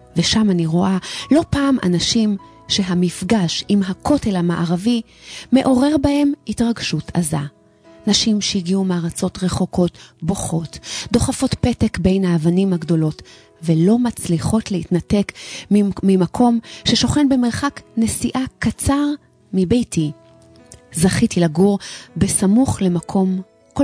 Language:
Hebrew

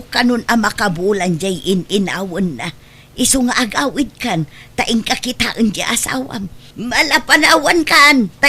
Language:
Iloko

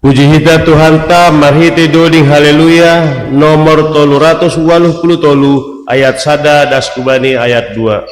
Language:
Batak Simalungun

